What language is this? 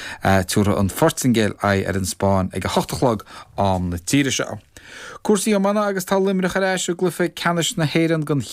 Irish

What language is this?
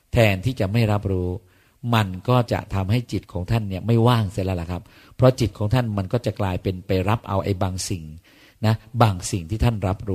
Thai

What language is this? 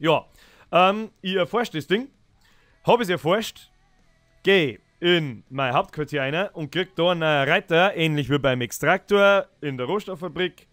Bavarian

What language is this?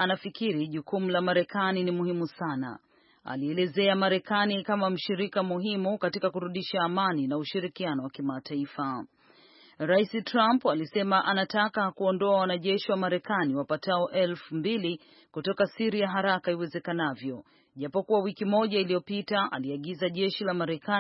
Swahili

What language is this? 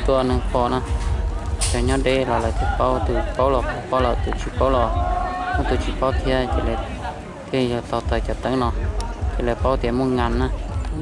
Hmong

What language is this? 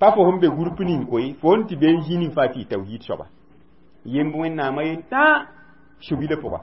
Mossi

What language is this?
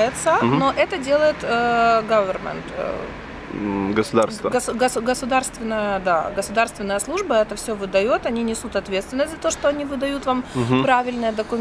Russian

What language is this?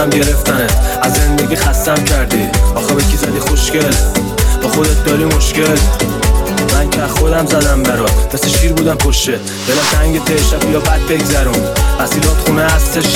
Persian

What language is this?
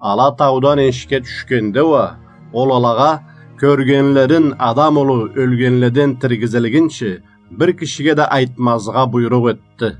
Karachay-Balkar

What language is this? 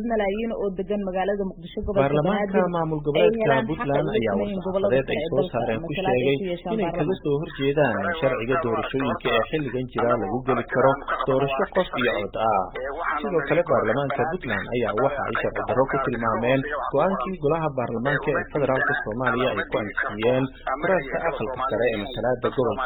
Somali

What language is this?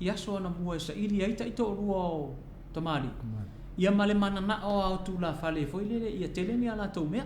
Samoan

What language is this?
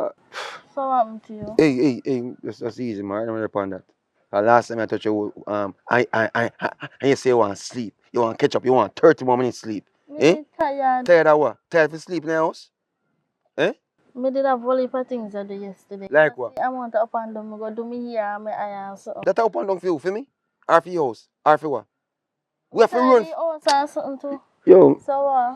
Jamaican Creole English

